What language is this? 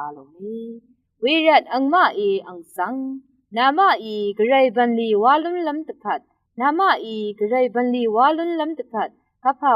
Rawang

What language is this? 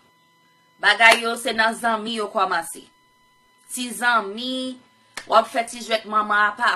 Haitian Creole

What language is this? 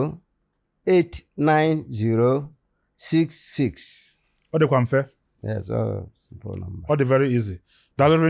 Igbo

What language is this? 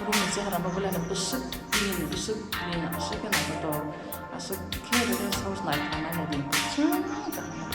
Kok Borok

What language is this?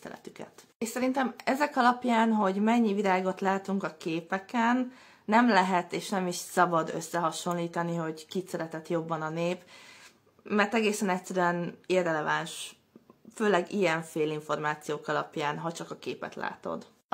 Hungarian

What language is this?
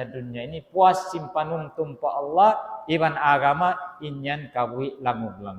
Tausug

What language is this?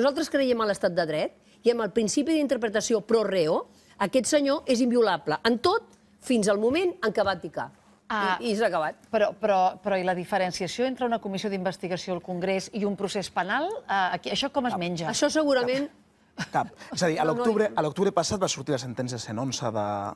Catalan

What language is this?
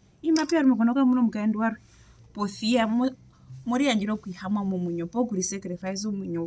Herero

